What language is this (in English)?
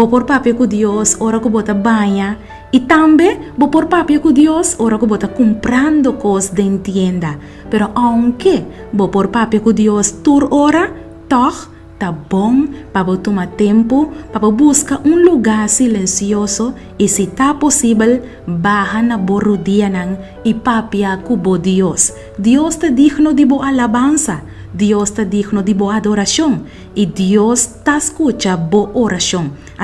Papiamento